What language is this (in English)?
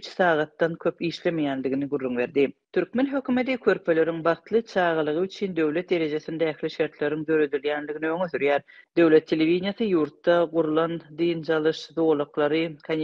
Turkmen